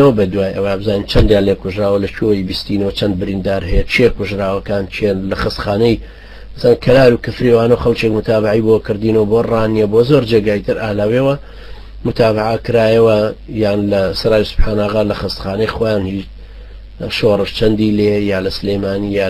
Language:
Central Kurdish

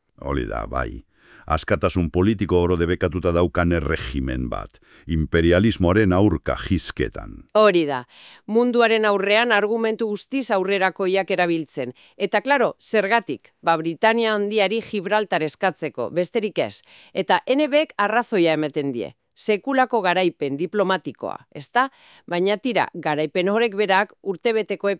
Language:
Basque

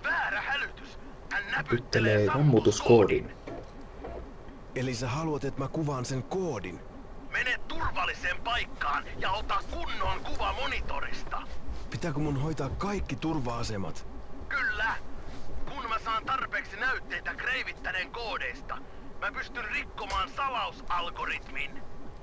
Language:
Finnish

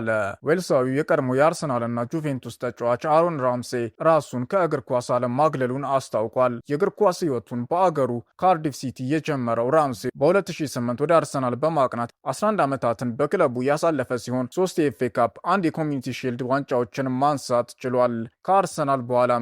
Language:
Amharic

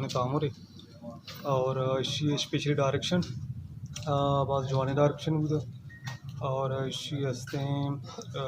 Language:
Baluchi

